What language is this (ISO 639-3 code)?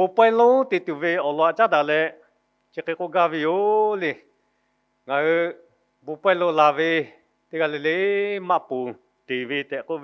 lhu